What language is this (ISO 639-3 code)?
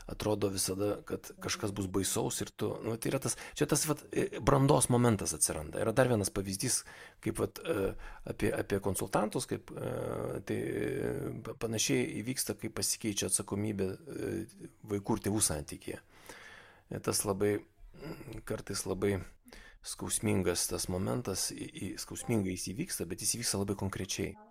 lit